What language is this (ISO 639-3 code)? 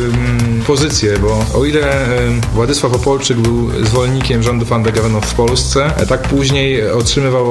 pol